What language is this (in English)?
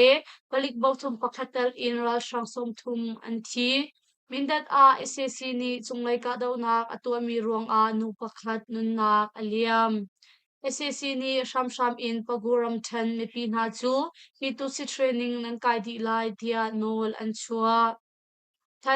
Hakha Chin